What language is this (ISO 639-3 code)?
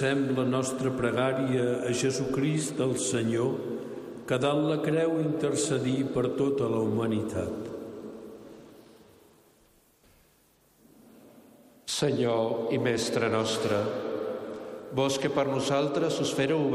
cat